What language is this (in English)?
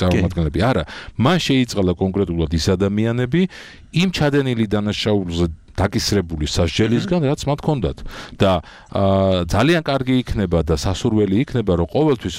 Georgian